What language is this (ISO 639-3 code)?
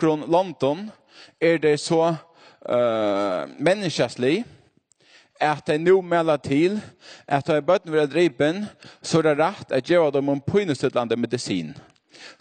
fao